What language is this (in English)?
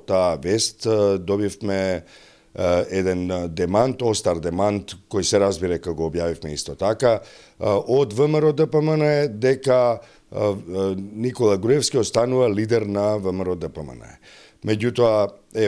Macedonian